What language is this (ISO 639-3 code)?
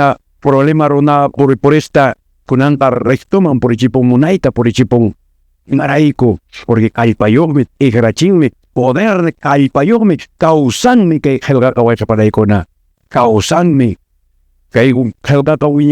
que